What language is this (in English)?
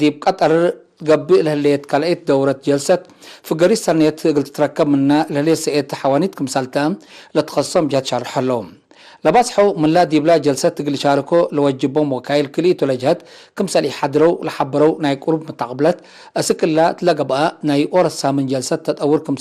Tigre